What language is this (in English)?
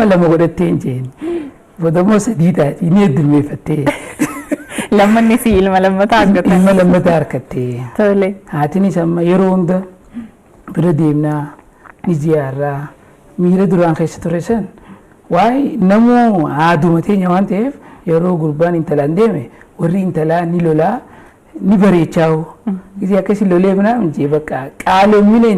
Oromo